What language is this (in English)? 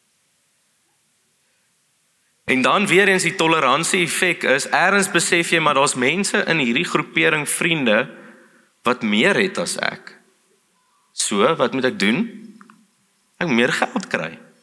Afrikaans